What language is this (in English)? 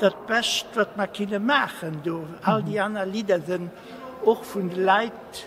Luxembourgish